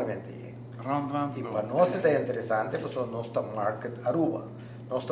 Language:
Papiamento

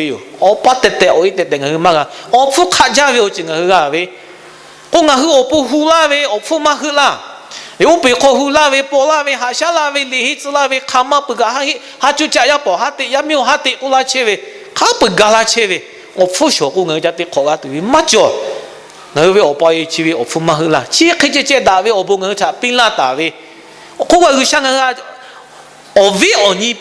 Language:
Lahu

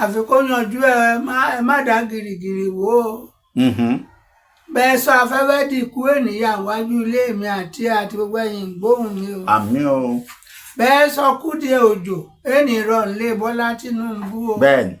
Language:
Yoruba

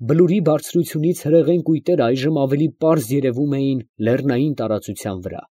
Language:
Armenian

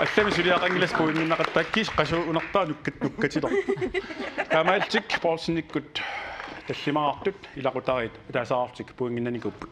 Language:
Kalaallisut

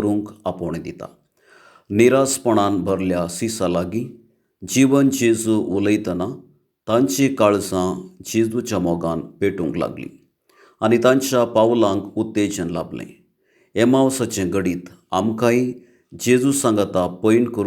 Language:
Konkani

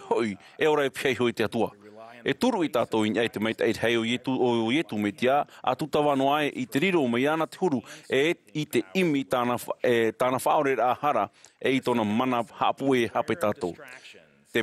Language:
Tahitian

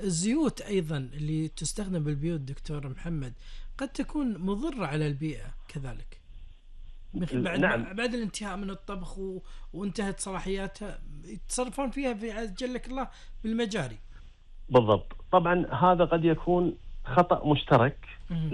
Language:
Gulf Arabic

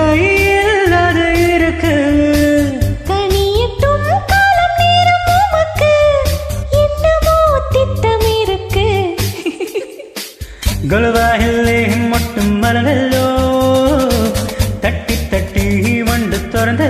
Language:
Tamil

